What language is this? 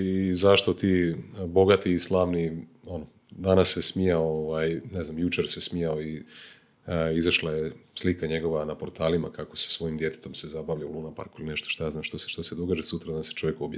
Croatian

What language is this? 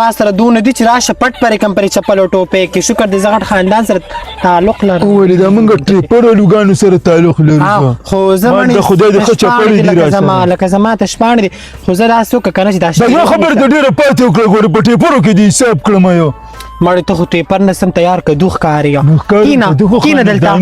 Pashto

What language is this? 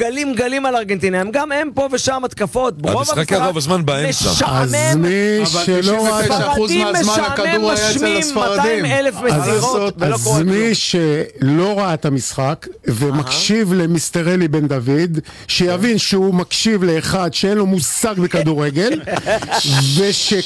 Hebrew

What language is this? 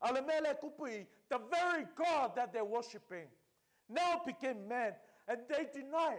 Samoan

